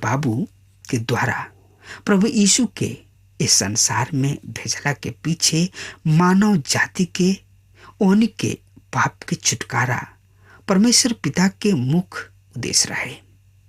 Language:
Bhojpuri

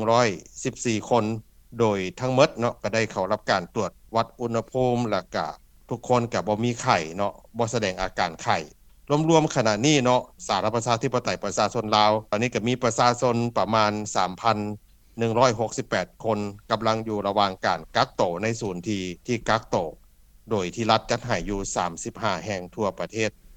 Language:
Lao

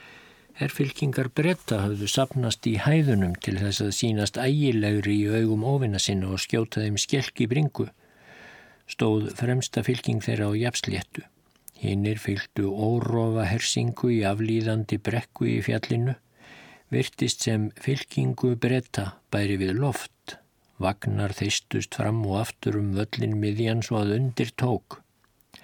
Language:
Icelandic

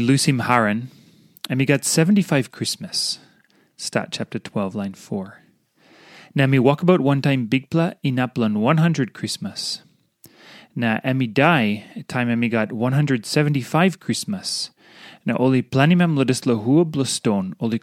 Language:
Tok Pisin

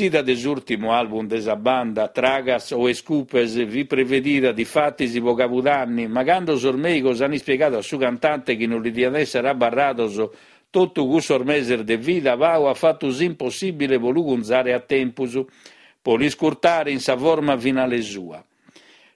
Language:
Sardinian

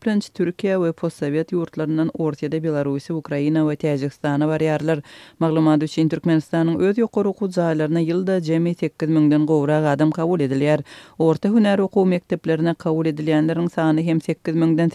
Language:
Turkmen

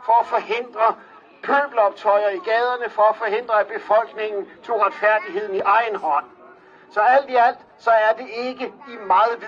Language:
Danish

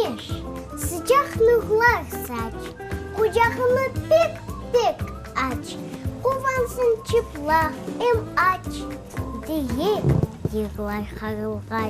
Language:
Crimean Tatar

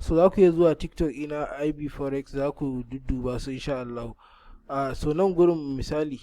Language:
Hausa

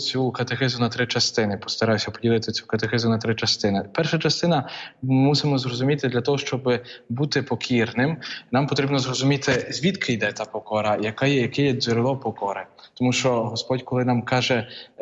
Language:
Ukrainian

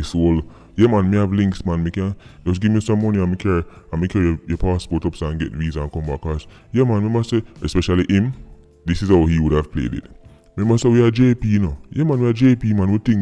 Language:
Jamaican Creole English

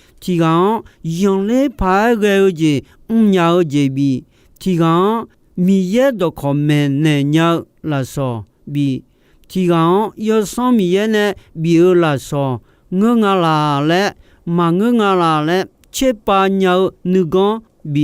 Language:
Akha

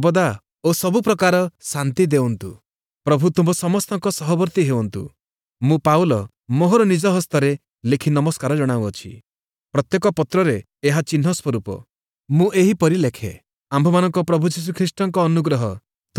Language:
Odia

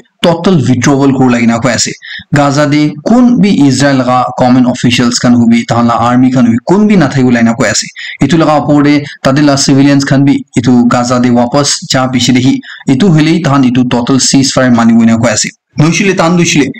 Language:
Naga Pidgin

